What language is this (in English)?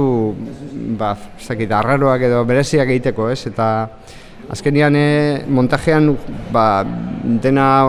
Basque